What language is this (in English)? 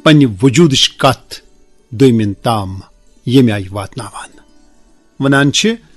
Kashmiri